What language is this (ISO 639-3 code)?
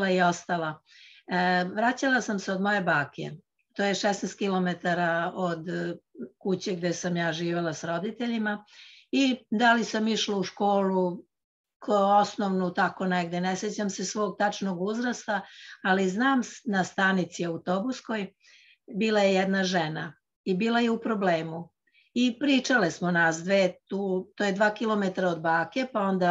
srp